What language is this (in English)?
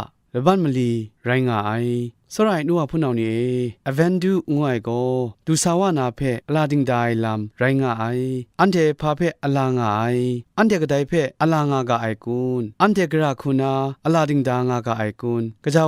Kachin